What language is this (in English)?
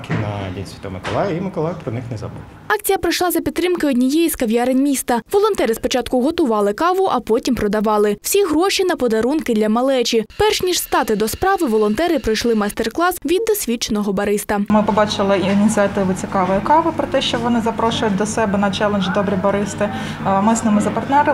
Ukrainian